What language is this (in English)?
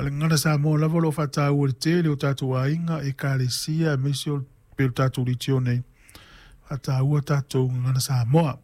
Samoan